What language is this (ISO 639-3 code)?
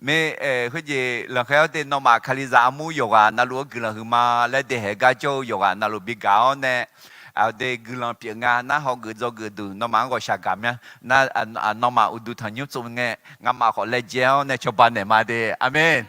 ahk